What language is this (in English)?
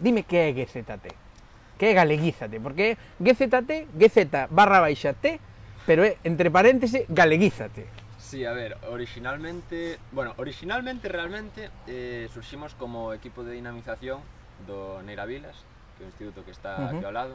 Galician